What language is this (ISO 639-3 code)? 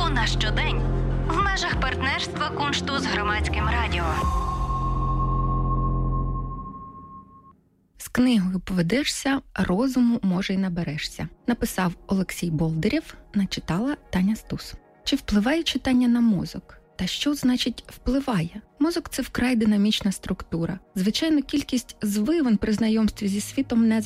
ukr